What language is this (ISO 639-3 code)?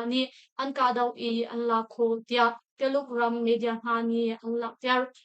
cnh